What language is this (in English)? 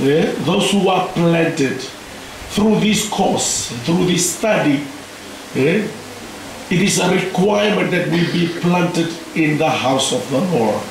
Fijian